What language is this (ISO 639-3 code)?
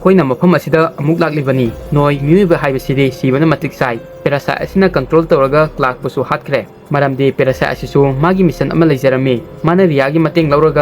mni